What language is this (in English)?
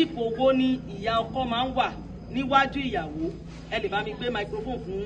Yoruba